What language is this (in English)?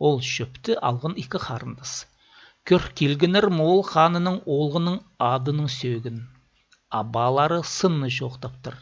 Khakas